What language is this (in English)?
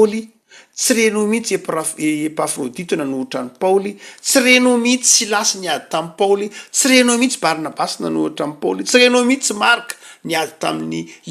Malagasy